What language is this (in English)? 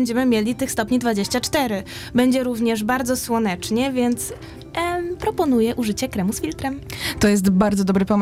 Polish